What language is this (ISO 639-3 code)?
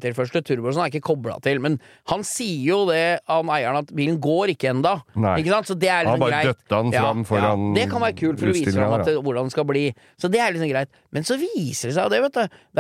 nor